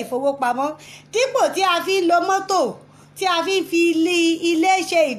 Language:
Yoruba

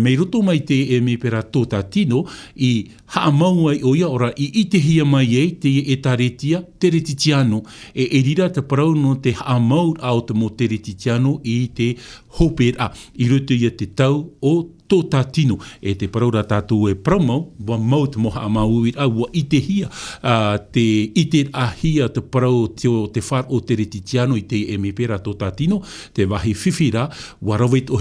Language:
Tahitian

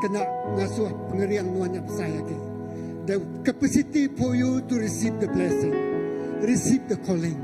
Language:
Iban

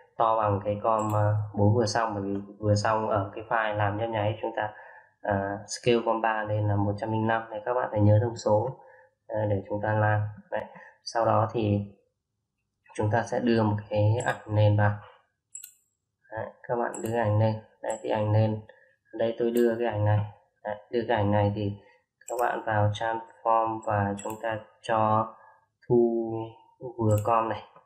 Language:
Vietnamese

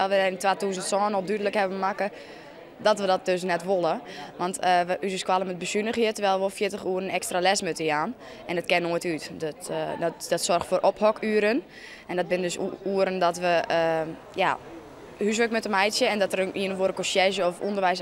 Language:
Western Frisian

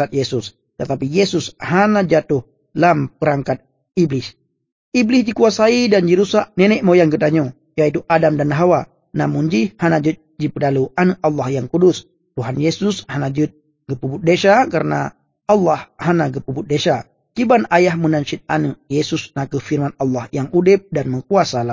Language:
Achinese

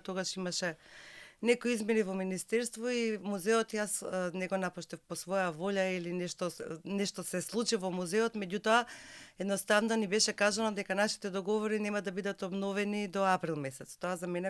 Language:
Macedonian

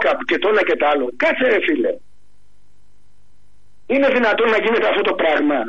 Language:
Greek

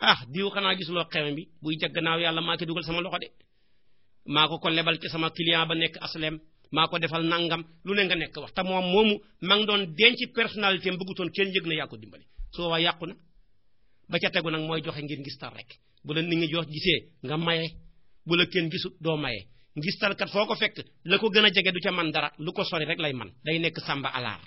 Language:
Wolof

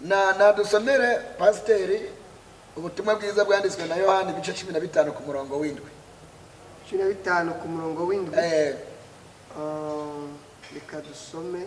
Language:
Rundi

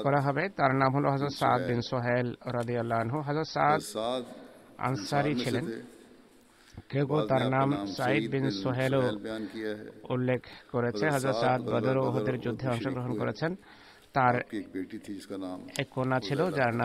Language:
Bangla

